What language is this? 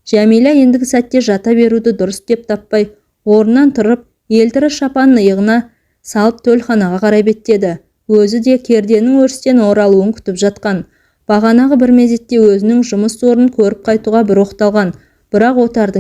Kazakh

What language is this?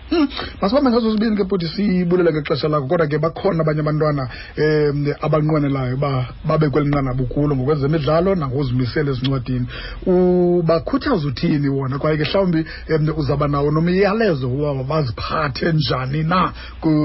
Xhosa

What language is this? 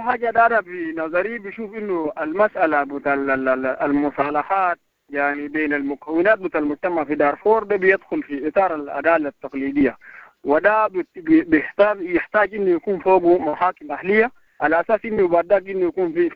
Sudanese Arabic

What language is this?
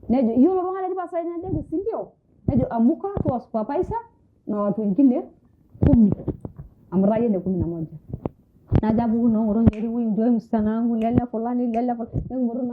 Masai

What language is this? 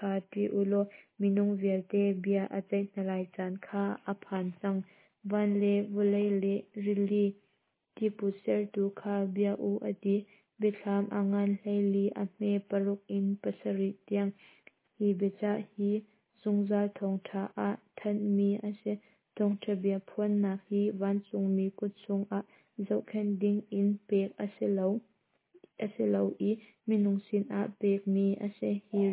Hakha Chin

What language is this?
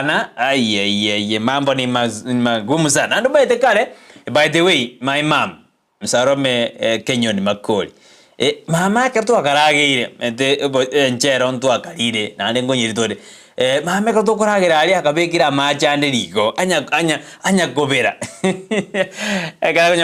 Gusii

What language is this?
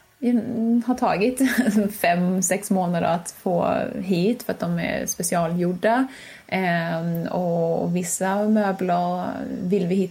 Swedish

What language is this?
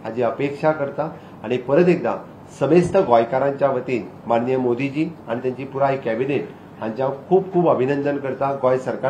Konkani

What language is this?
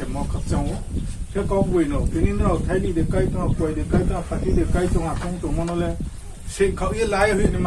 Riang (India)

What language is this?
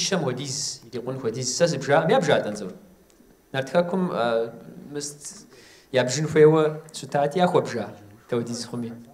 Kabardian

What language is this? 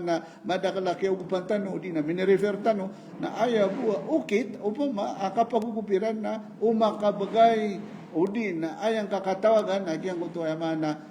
Maranao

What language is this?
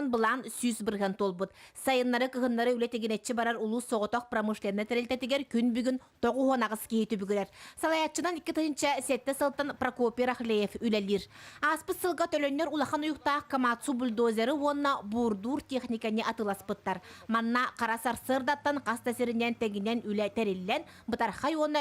Yakut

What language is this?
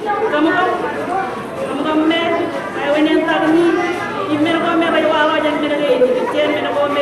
Marshallese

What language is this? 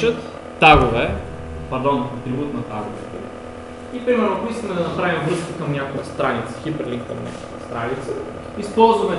Bulgarian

